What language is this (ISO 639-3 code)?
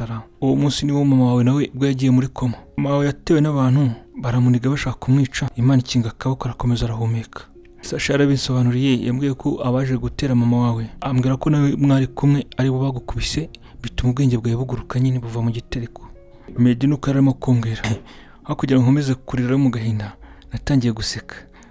kin